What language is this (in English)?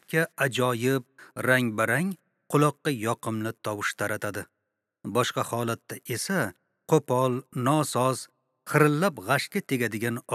Uzbek